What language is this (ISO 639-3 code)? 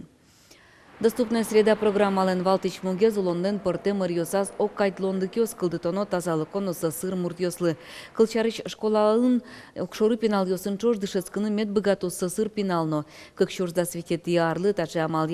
udm